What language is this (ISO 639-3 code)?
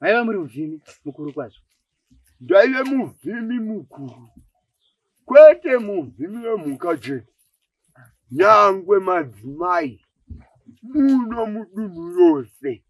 sna